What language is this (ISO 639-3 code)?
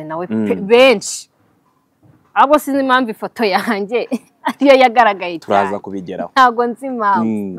kin